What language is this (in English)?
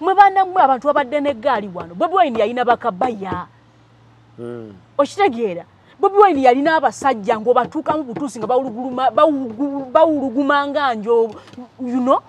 Ganda